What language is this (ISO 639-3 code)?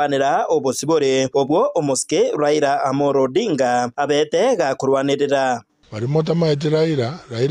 guz